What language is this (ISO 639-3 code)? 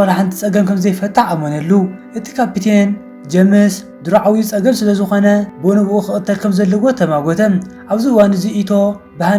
tir